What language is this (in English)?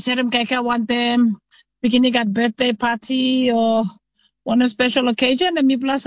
Tok Pisin